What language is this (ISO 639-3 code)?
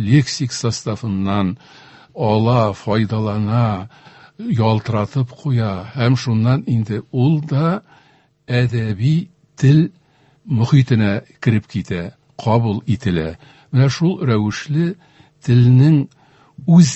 tat